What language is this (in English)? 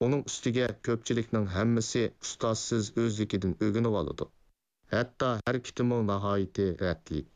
Uyghur